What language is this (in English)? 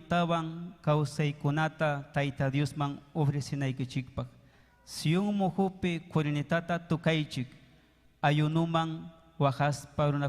Ayacucho Quechua